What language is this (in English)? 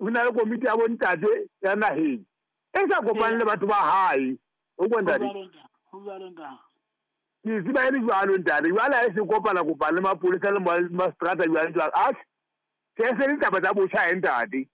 Southern Sotho